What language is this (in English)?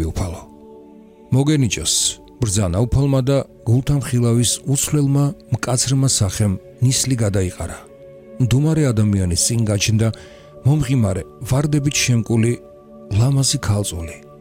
Georgian